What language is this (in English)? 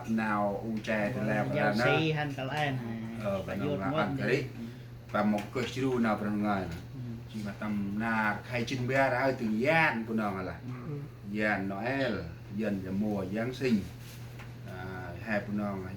Central Mnong